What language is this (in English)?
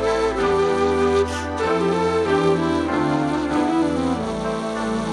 Bashkir